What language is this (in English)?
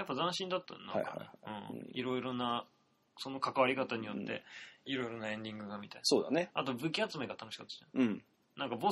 Japanese